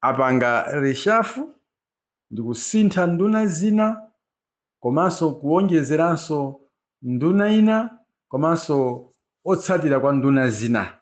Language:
Nyanja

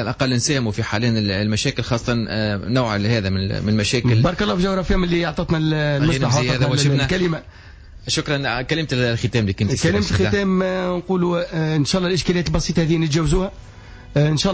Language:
Tunisian Arabic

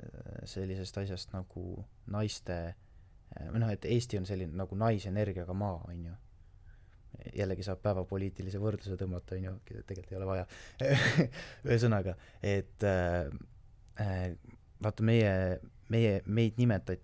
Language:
Estonian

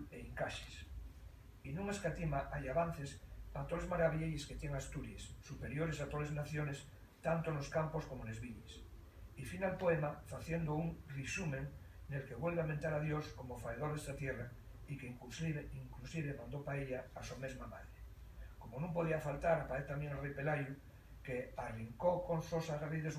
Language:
Asturian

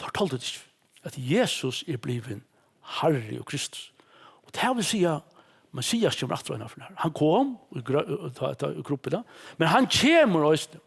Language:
Faroese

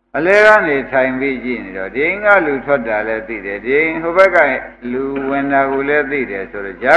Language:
Burmese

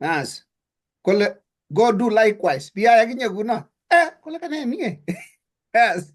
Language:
Kalenjin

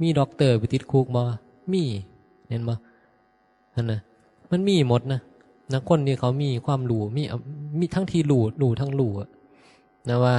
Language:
Northeastern Thai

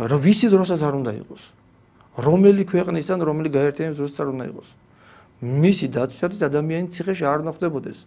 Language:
Georgian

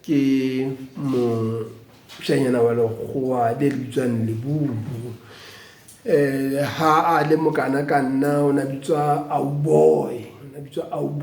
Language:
Southern Sotho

